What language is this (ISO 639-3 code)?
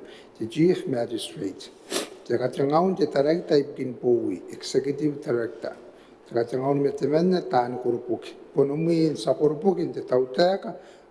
gil